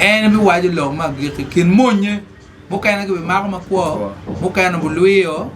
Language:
Acoli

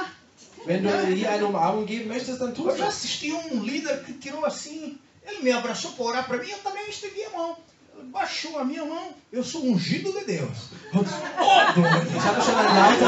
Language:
Portuguese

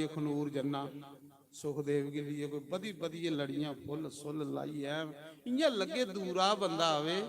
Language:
Dogri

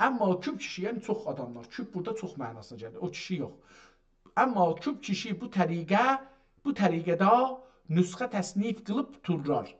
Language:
South Azerbaijani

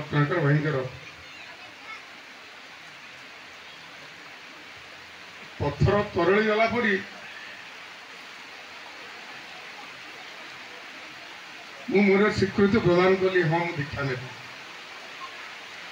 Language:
Odia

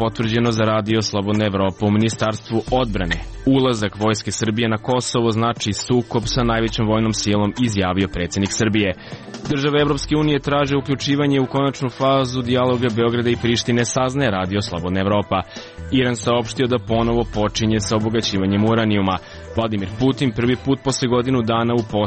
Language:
Serbian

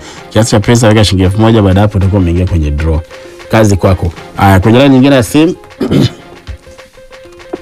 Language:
Swahili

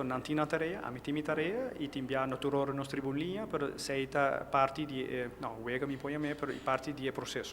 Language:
Papiamento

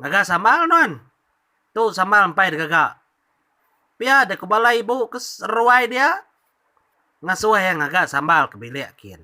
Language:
Iban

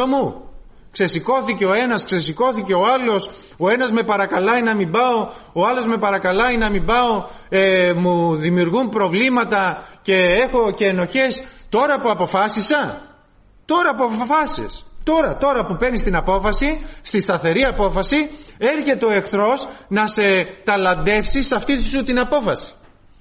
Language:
Greek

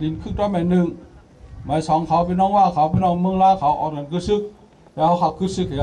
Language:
Shan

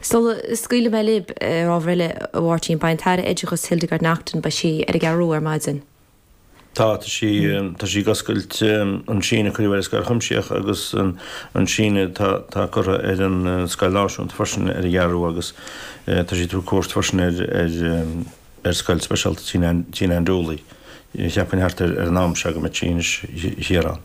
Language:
Irish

